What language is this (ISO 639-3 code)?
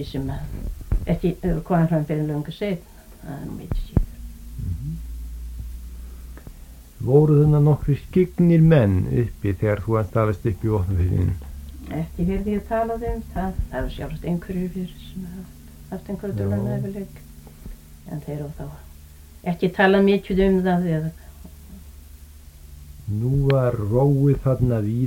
isl